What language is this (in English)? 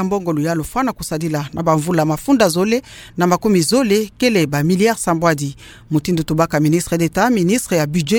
Kituba (Democratic Republic of Congo)